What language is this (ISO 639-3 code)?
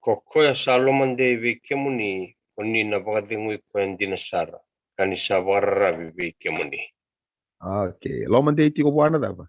fij